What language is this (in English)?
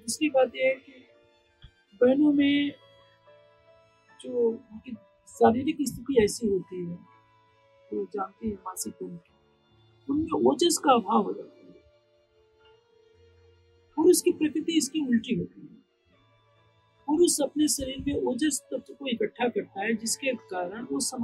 Hindi